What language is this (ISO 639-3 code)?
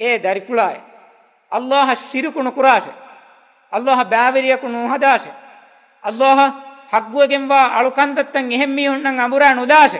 div